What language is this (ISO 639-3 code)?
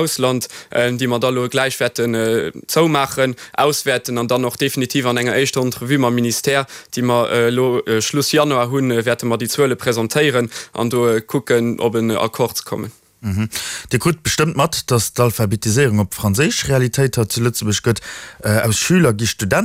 ltz